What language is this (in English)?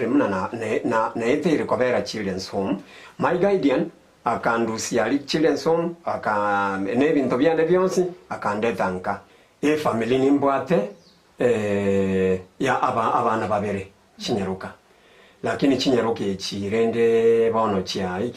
Gusii